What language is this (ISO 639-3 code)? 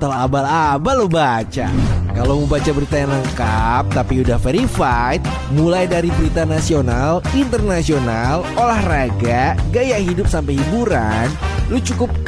ind